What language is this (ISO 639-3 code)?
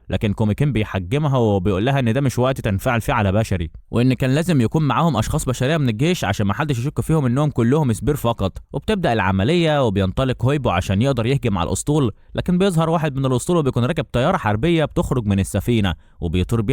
arz